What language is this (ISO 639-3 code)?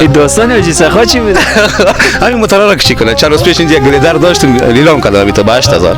fas